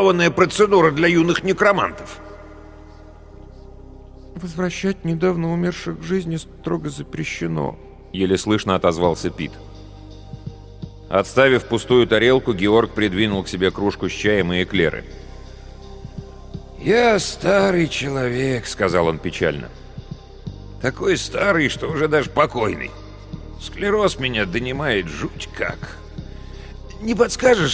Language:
Russian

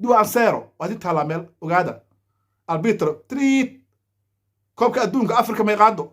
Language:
Somali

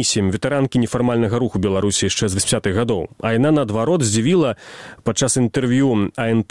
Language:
Belarusian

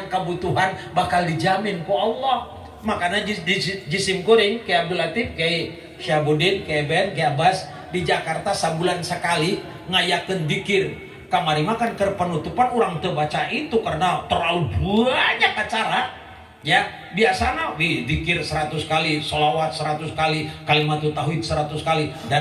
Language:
Sundanese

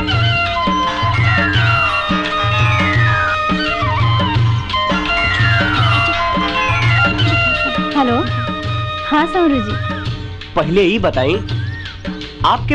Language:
Bhojpuri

